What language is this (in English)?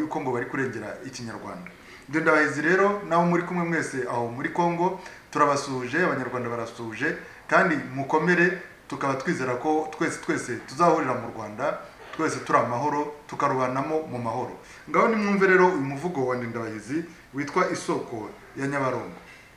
Kinyarwanda